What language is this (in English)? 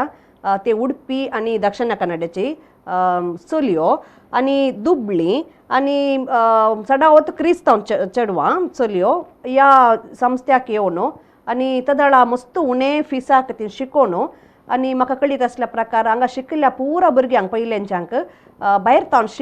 Konkani